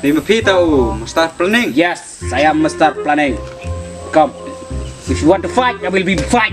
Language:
Khasi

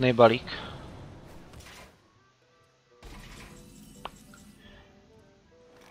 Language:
Czech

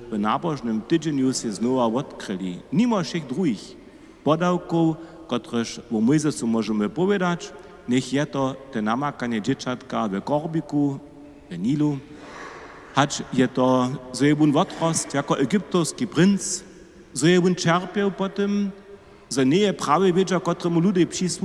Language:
Upper Sorbian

